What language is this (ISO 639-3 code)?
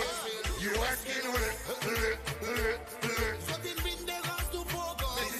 crs